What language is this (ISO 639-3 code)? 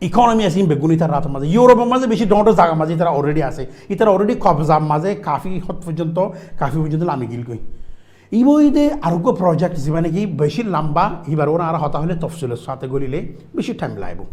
rhg